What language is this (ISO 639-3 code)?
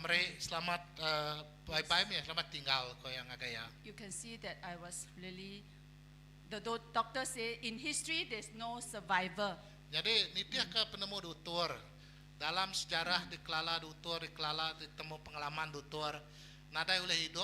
iba